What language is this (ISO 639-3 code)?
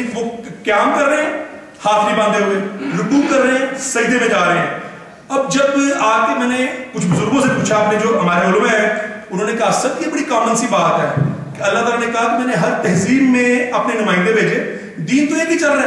urd